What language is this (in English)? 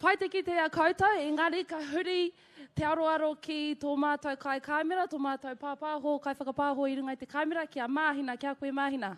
Māori